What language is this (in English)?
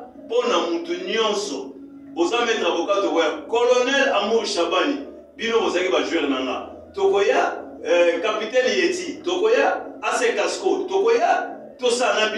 Lingala